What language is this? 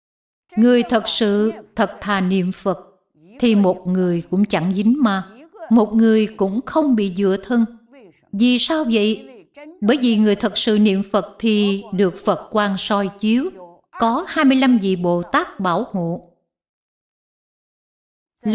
Vietnamese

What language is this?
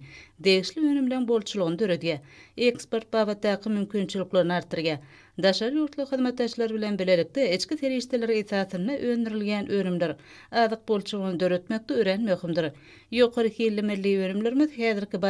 Turkmen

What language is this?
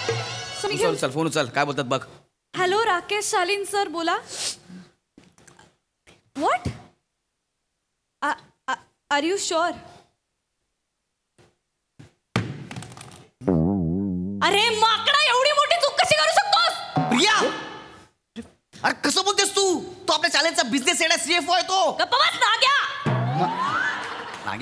Marathi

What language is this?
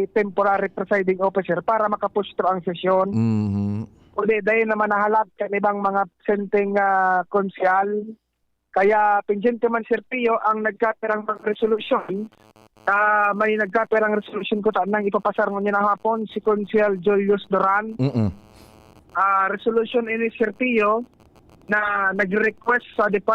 Bikol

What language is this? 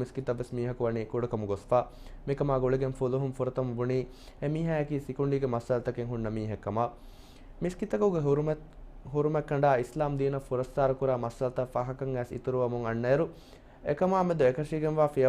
Divehi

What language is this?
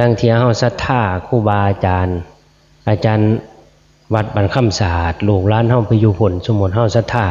Northeastern Thai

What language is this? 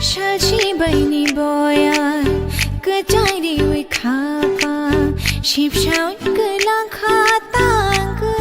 Kok Borok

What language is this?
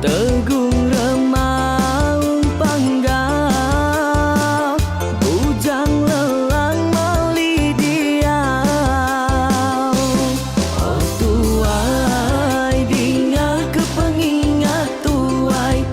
Iban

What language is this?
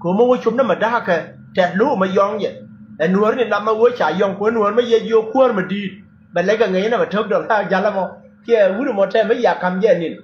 Nuer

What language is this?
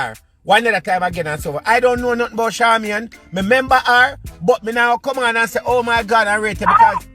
Jamaican Creole English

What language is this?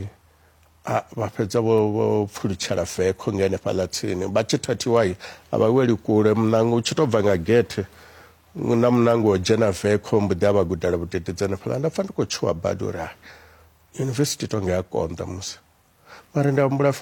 Venda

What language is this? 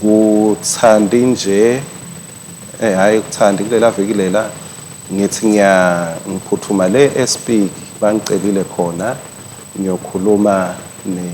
Swati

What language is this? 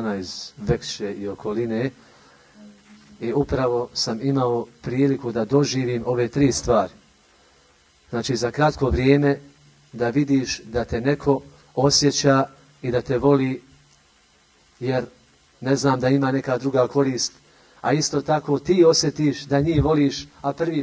Bosnian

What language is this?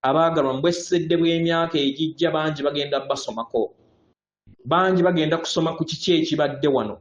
Ganda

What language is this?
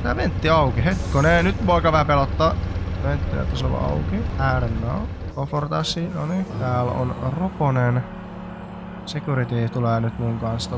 Finnish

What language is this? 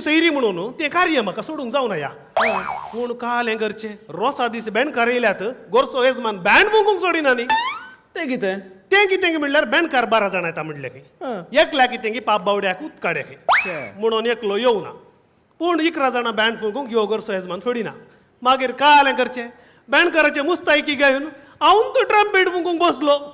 Konkani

